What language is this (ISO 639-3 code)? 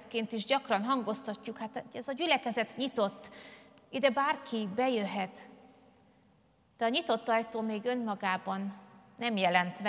hun